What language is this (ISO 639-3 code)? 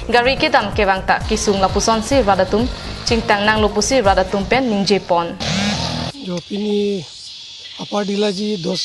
mjw